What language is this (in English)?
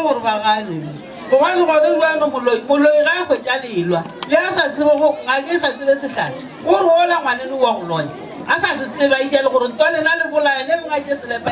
Northern Sotho